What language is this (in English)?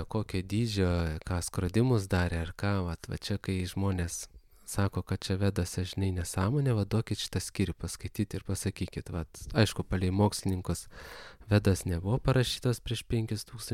Lithuanian